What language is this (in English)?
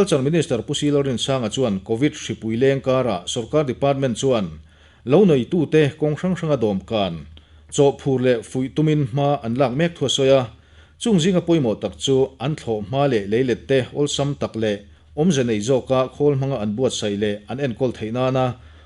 Mizo